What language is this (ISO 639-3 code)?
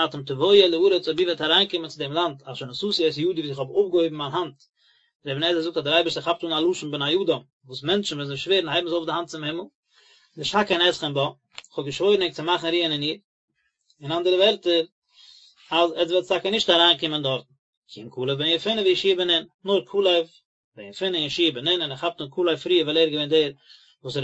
yid